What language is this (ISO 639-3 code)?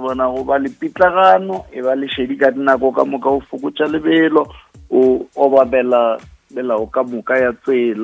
nso